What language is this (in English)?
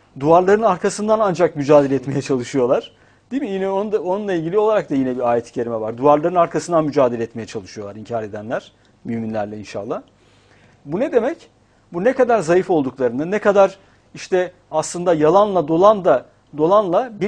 Turkish